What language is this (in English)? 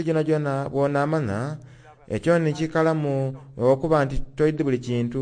Soga